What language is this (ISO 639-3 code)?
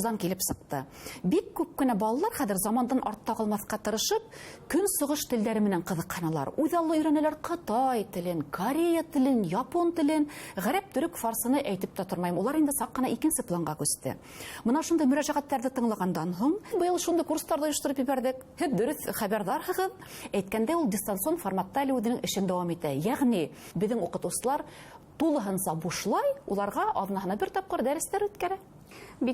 bak